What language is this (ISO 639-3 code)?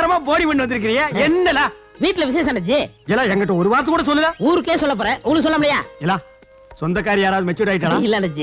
tam